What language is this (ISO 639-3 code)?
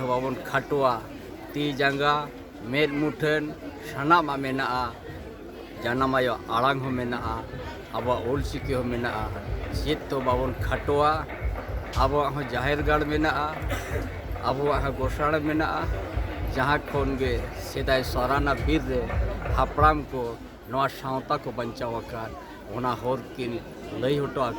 sat